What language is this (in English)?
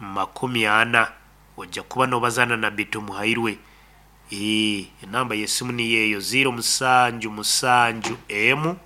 Nyoro